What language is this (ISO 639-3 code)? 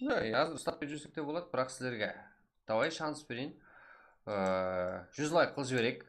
kaa